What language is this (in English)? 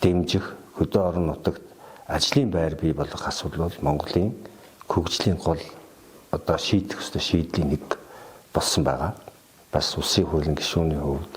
Mongolian